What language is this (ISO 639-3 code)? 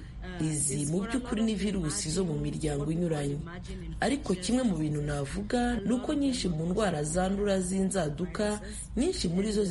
kin